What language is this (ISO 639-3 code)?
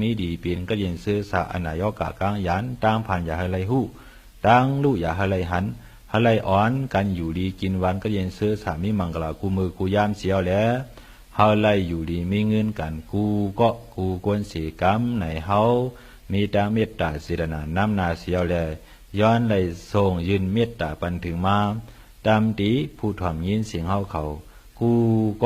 shn